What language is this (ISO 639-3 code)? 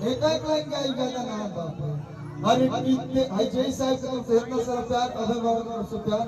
mag